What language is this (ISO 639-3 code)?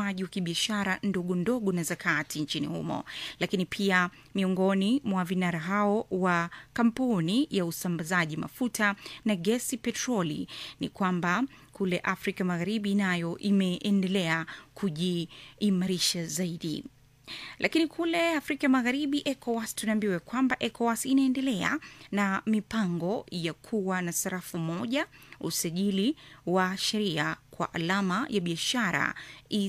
swa